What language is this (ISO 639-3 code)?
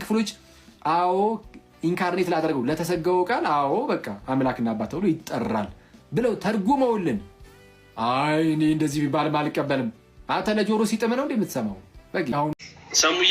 amh